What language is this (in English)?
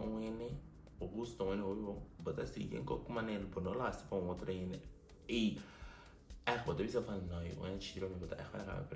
Papiamento